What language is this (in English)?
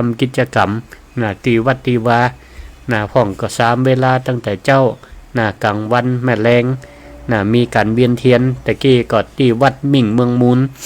Northern Thai